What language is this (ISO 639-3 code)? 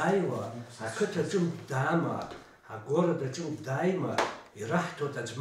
abk